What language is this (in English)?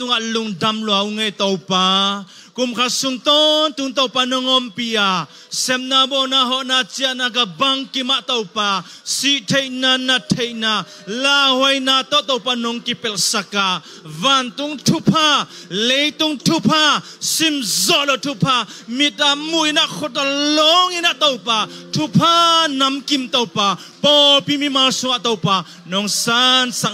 Tedim Chin